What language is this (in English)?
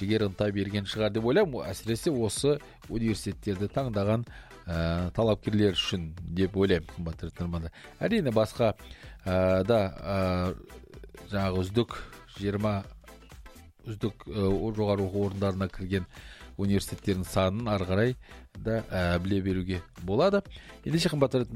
Kazakh